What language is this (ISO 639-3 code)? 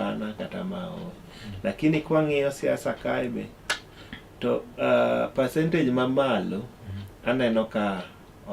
luo